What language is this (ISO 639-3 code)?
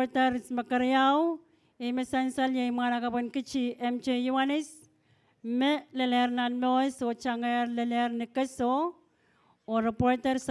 pon